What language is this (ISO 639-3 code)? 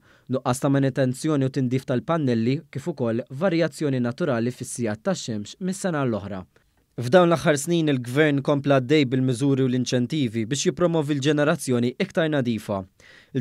mlt